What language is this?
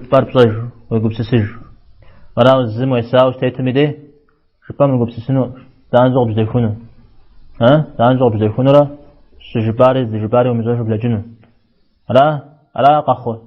Kabardian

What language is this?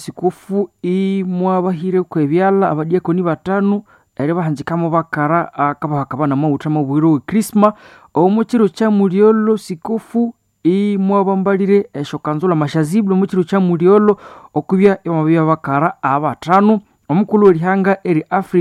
Nande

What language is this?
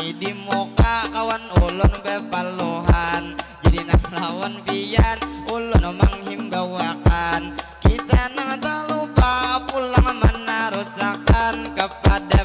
Banjar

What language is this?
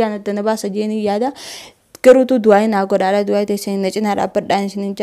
Oromo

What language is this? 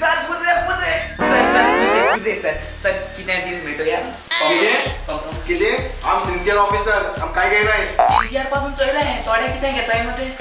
Konkani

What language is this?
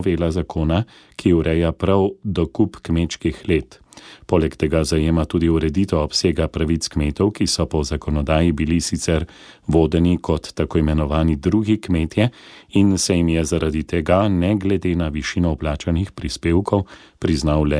Slovenian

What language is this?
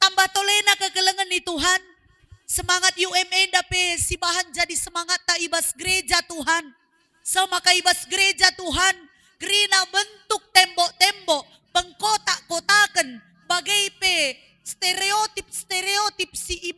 Batak Karo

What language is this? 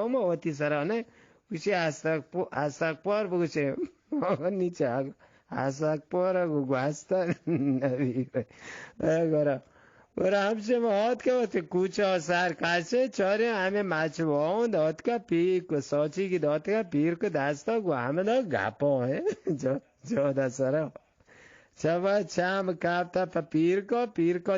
Eastern Balochi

